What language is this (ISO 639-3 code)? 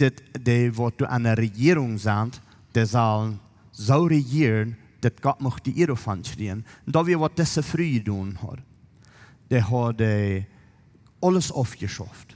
pdt